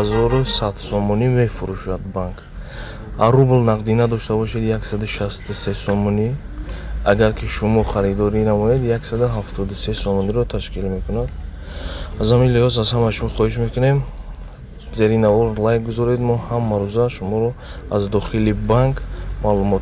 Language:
Tajik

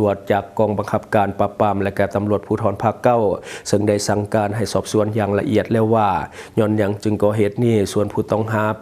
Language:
Lao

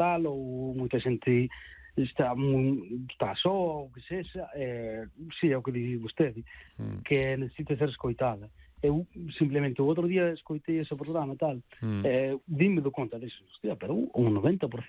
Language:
Galician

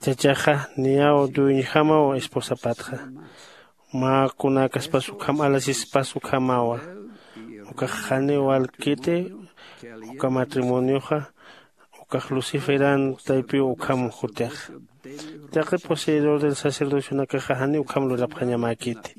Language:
Aymara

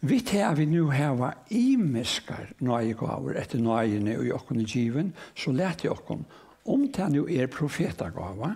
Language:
Faroese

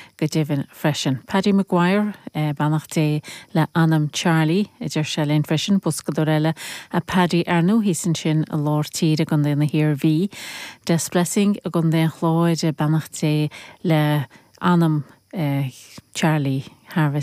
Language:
Irish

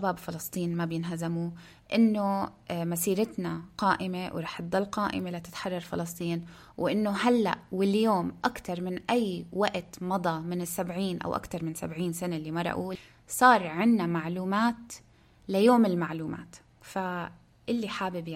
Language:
North Levantine Arabic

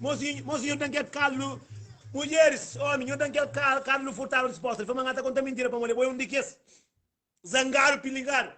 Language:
Kabuverdianu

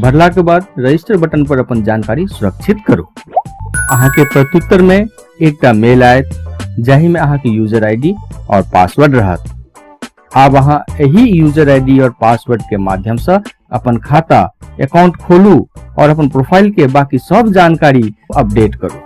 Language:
Maithili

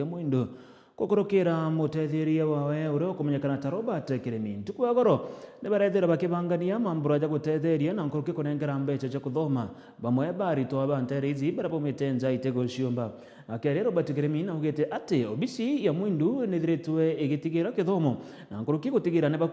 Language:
Meru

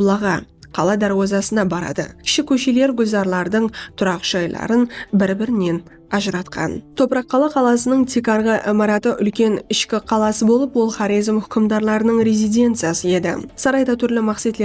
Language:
Kara-Kalpak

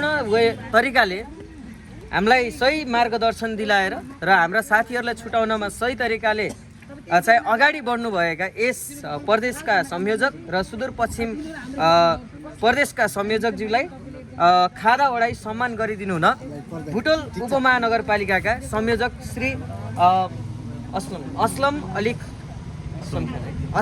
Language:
Nepali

